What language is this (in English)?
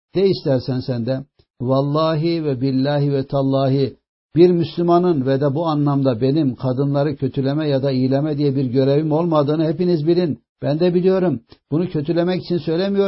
Turkish